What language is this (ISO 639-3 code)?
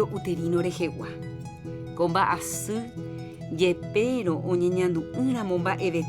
grn